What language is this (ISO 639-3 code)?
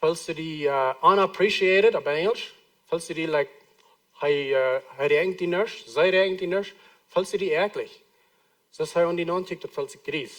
pdt